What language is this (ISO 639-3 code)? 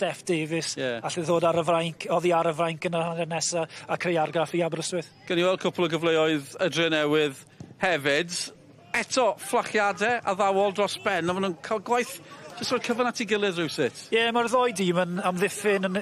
cym